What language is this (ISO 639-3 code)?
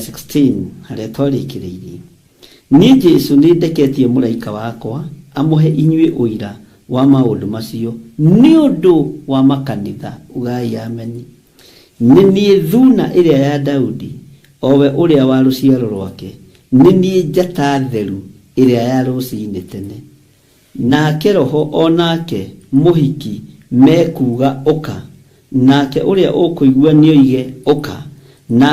kik